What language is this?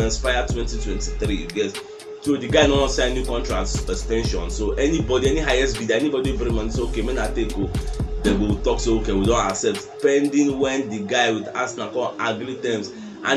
Nigerian Pidgin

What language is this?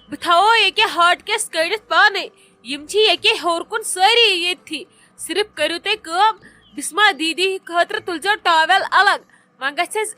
Kashmiri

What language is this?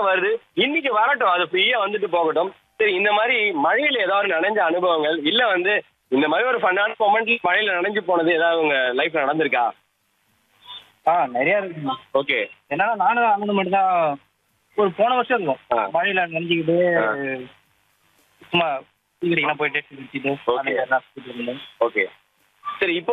Tamil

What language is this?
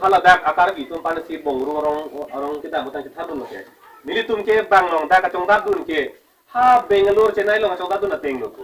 Karbi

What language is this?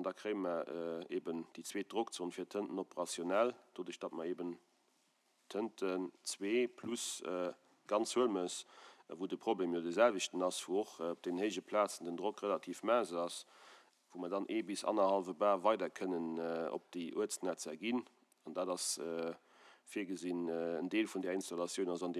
Luxembourgish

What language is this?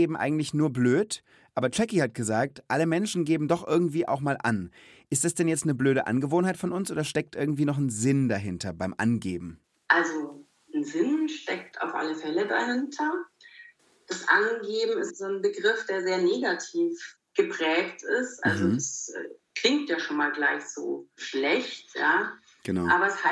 German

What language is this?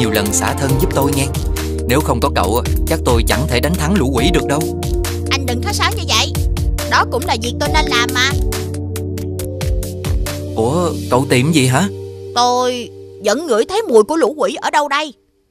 Vietnamese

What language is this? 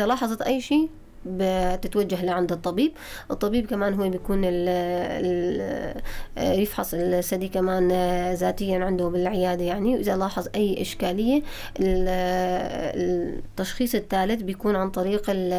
North Levantine Arabic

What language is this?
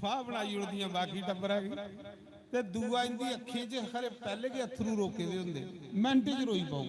Dogri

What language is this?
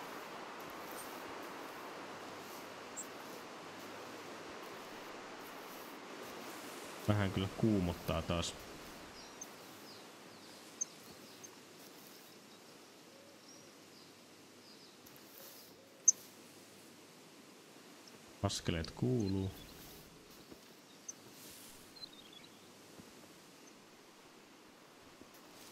Finnish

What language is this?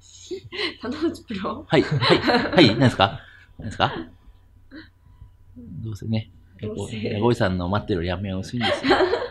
Japanese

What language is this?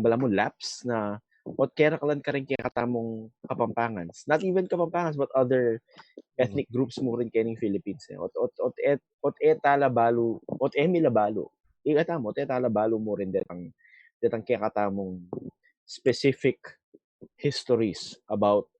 Pampanga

